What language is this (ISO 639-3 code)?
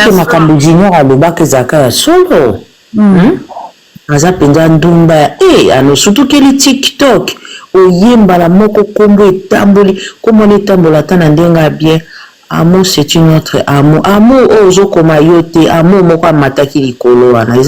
lin